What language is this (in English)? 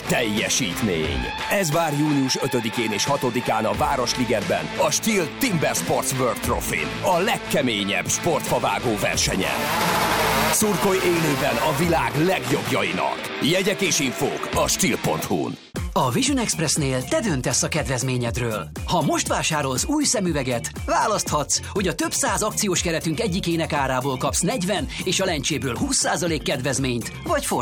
Hungarian